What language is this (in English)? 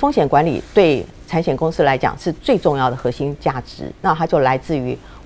Chinese